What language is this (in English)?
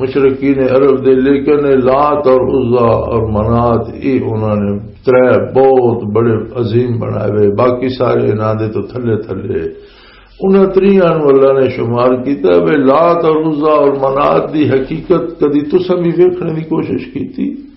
Western Panjabi